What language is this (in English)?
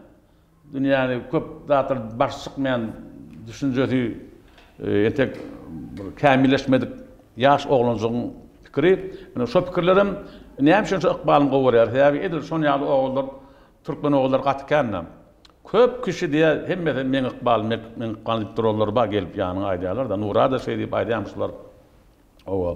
Turkmen